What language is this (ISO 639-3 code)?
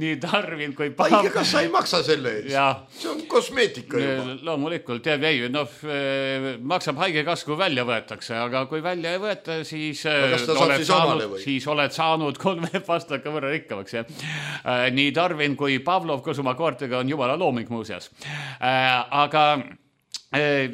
est